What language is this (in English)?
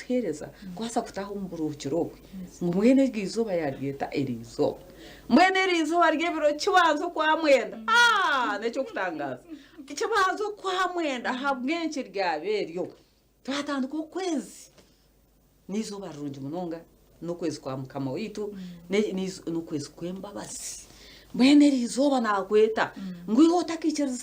Nyankole